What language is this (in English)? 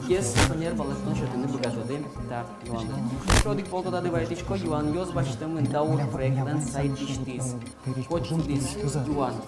Udmurt